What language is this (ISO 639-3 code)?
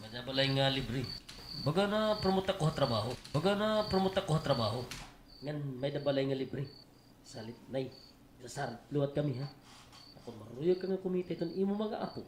war